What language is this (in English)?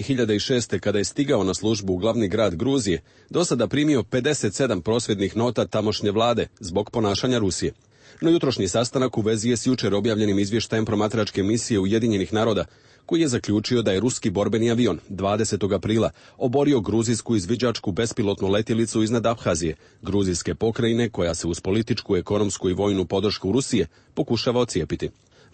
Serbian